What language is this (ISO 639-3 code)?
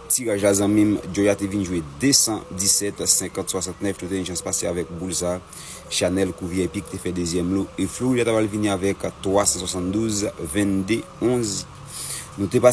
hat